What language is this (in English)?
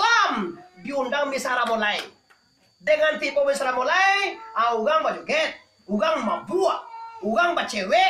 Minangkabau